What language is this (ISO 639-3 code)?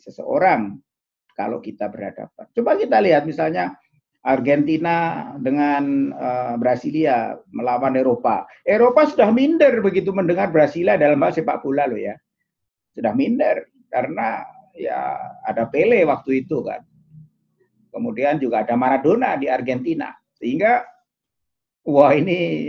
ind